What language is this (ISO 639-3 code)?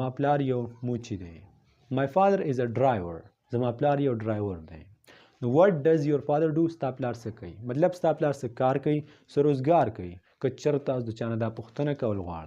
pus